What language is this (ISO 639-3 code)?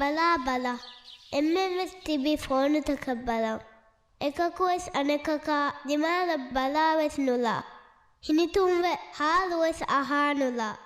div